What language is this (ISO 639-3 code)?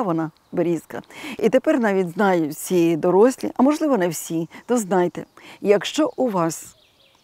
ukr